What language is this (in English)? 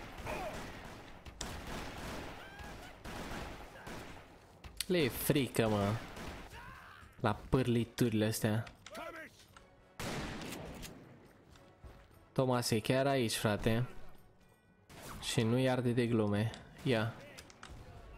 Romanian